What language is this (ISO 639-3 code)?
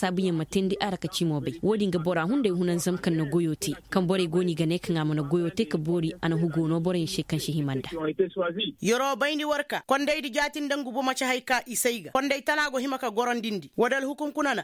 ses